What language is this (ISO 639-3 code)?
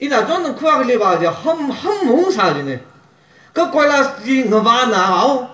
nmf